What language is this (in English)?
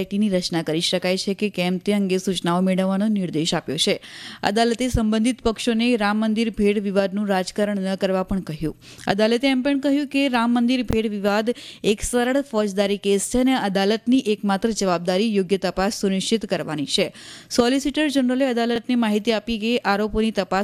Gujarati